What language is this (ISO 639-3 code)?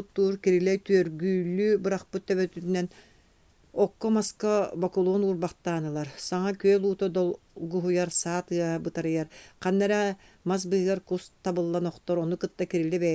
sah